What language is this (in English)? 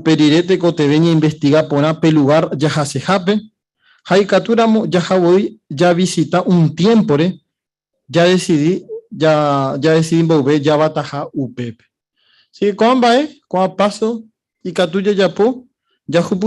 Guarani